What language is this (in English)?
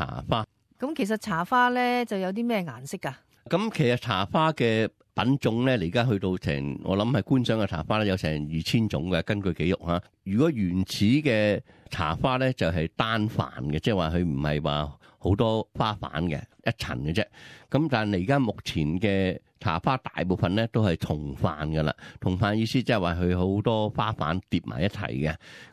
Cantonese